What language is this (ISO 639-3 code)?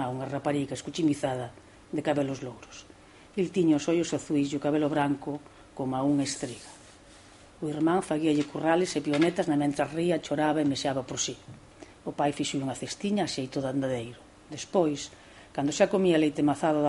glg